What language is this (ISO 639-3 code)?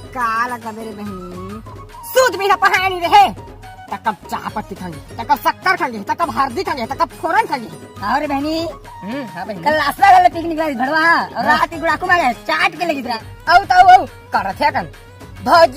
hne